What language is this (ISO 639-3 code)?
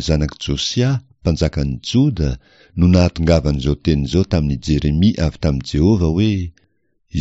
mlg